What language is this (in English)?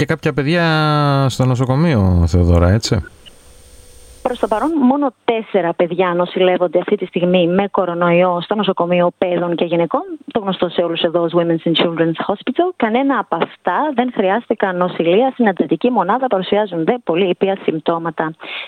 Greek